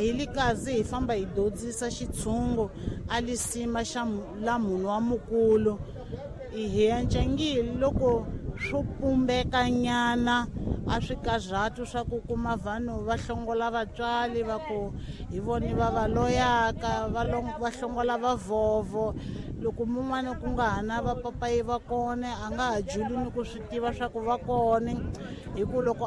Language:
Tsonga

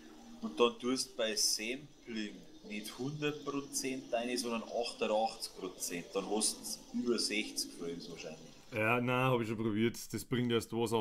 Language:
Bavarian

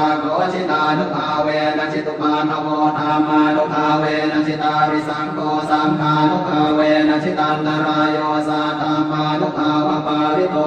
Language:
Pali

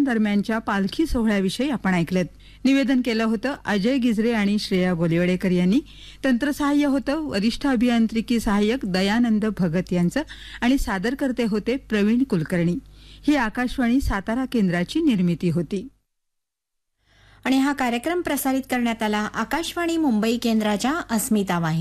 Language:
Marathi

